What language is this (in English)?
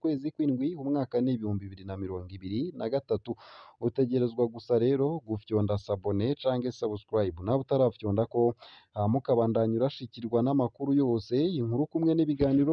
Rundi